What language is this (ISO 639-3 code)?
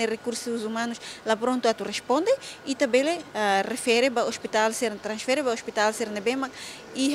tet